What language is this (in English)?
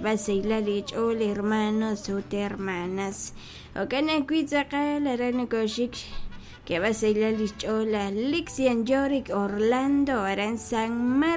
Kekchí